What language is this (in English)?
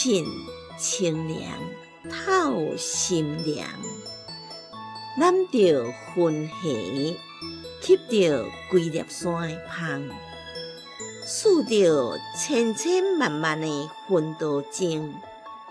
Min Nan Chinese